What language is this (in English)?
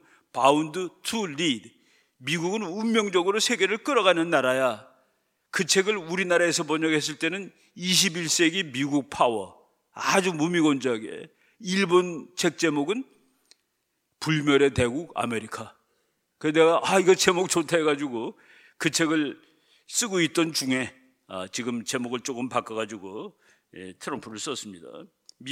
Korean